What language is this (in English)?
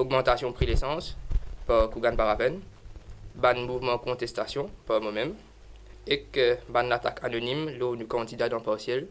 Morisyen